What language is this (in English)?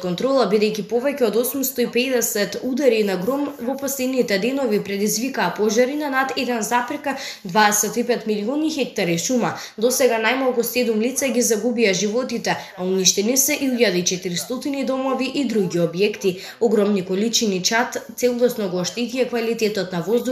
Macedonian